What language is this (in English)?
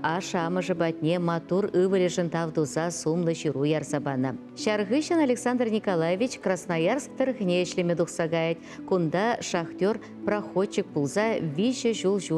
Chuvash